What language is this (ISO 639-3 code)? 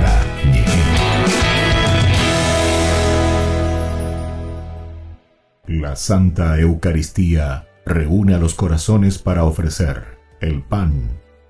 spa